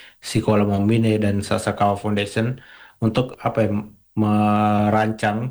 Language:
Indonesian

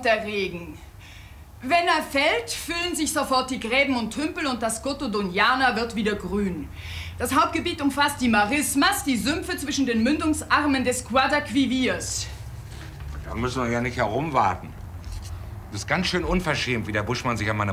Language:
German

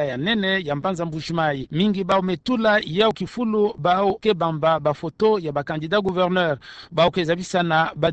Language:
Kituba (Democratic Republic of Congo)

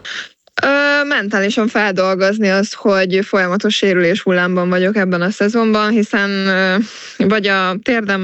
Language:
Hungarian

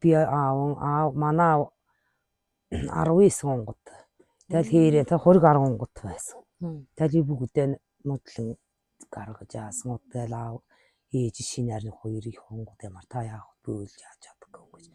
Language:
Mongolian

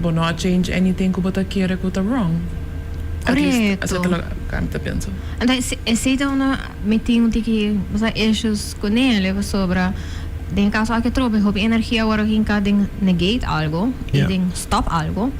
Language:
Papiamento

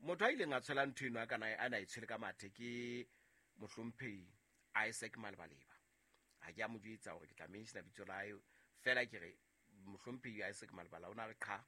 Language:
Southern Sotho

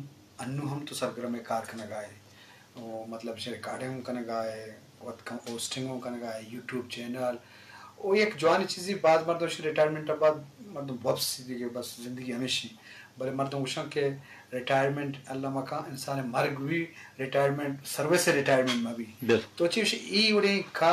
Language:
Eastern Balochi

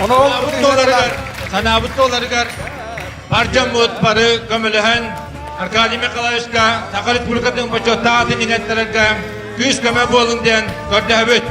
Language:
Yakut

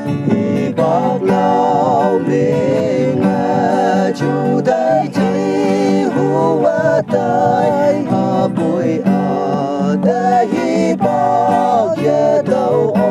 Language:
Naga Pidgin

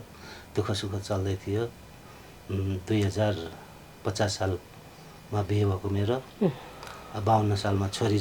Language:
Nepali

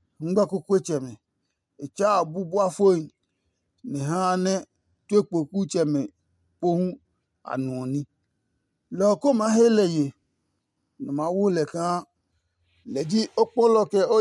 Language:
Adangme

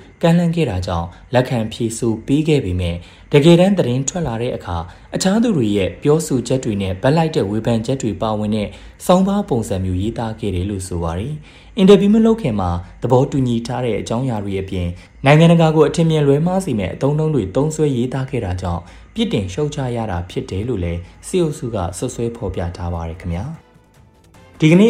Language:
Burmese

